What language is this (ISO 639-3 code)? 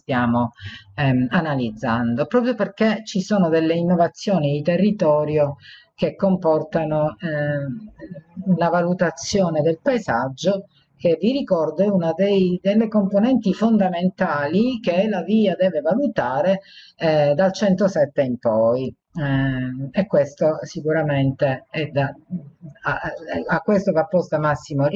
ita